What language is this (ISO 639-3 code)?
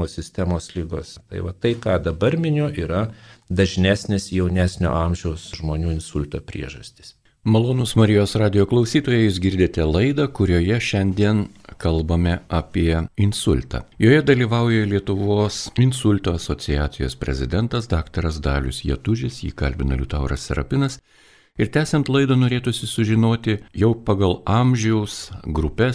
lit